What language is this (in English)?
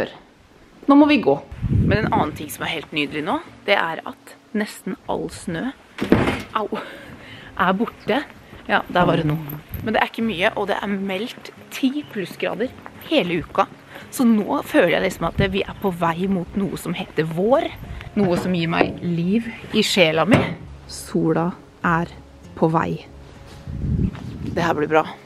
Norwegian